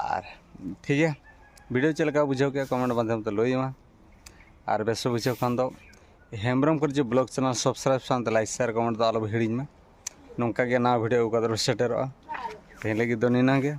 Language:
Santali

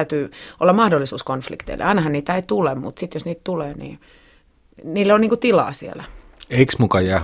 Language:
Finnish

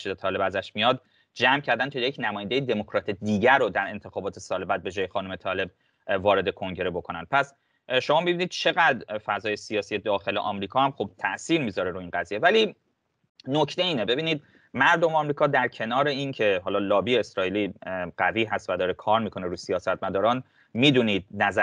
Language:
Persian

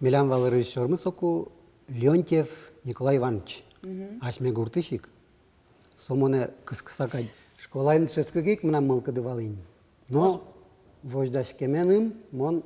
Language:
Udmurt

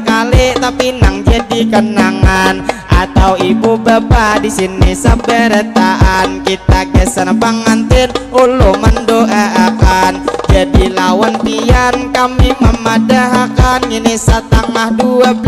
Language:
Banjar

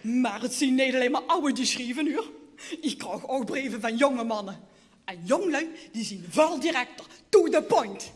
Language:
Limburgish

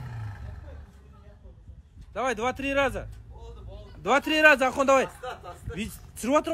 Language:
Kazakh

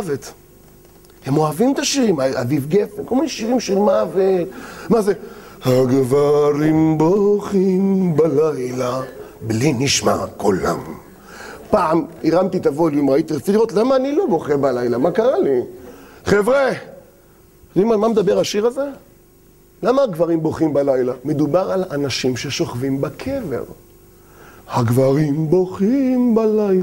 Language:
Hebrew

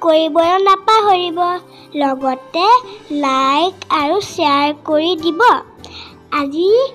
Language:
Assamese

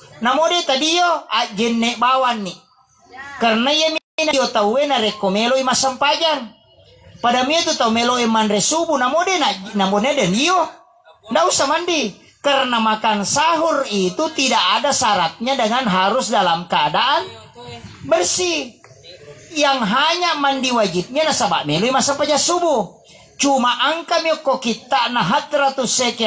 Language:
Buginese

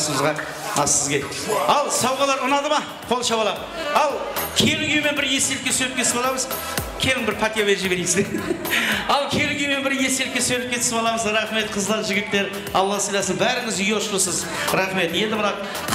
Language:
Kara-Kalpak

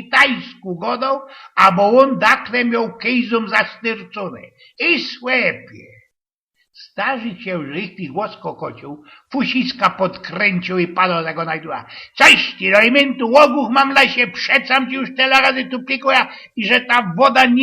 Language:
Silesian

